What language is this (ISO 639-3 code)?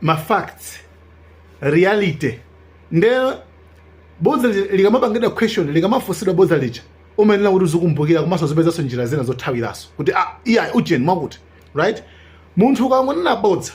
nya